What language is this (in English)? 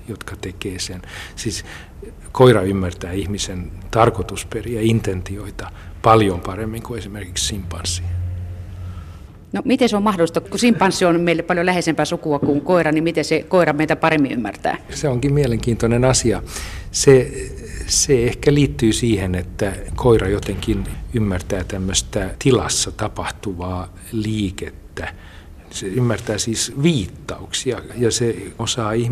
Finnish